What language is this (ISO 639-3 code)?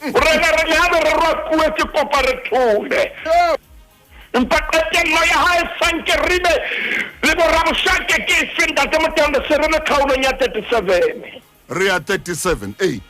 sot